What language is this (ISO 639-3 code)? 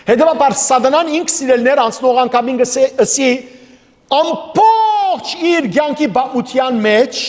hyw